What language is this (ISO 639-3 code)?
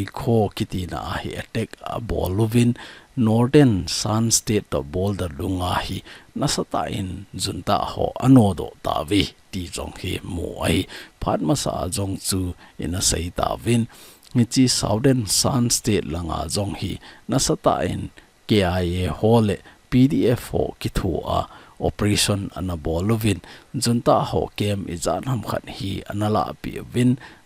tcz